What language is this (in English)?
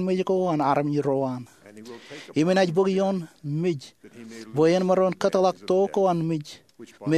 Marshallese